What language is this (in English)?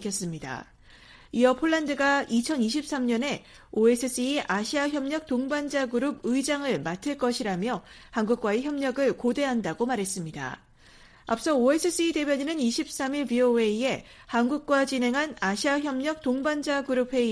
Korean